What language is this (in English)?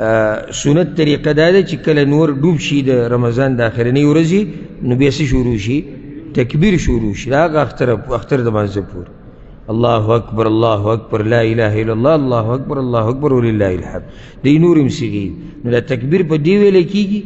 Pashto